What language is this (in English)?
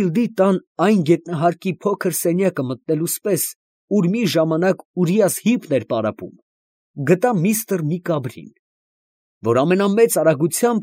Armenian